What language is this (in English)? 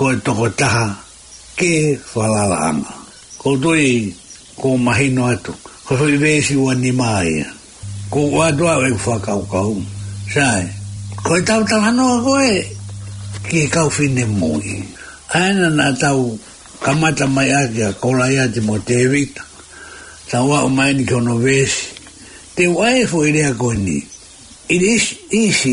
Tongan